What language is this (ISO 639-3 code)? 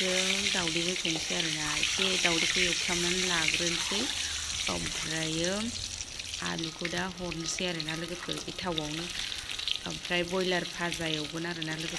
brx